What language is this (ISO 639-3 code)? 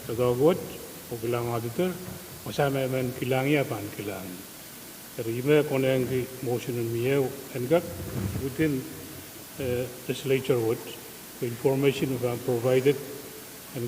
pon